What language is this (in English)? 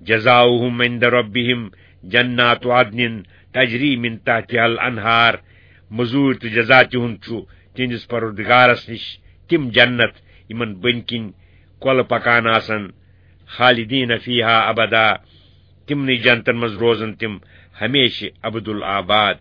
Kashmiri